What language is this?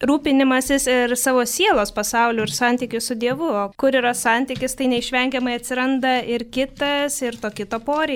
Lithuanian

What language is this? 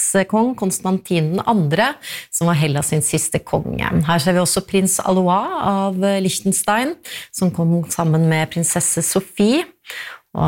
Norwegian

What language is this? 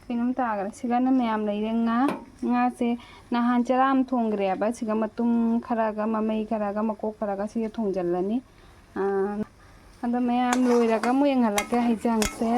Manipuri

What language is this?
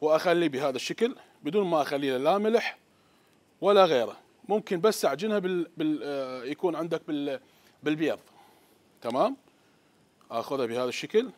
Mesopotamian Arabic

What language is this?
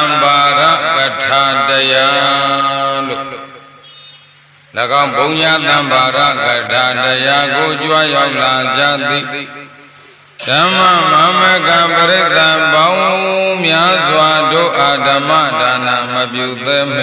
Burmese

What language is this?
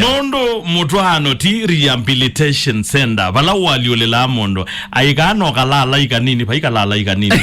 Kamba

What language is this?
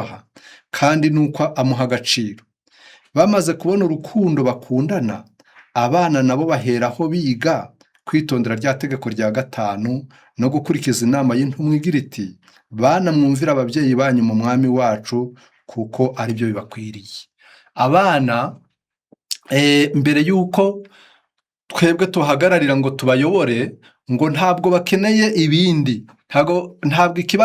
Kinyarwanda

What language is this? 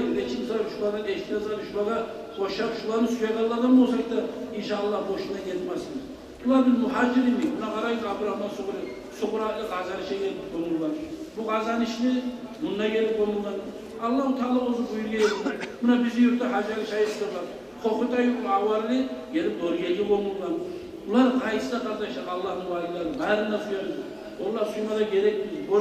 Kumyk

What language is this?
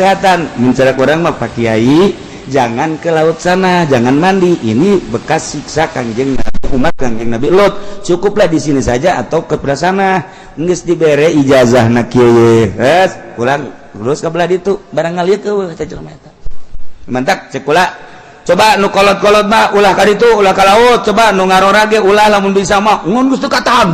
Sundanese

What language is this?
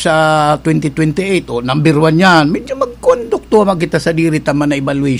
Bikol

